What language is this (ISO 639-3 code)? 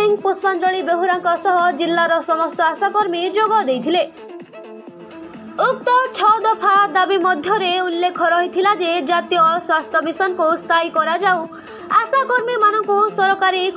ori